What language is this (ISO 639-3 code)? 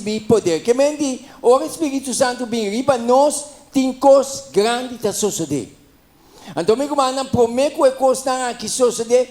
pap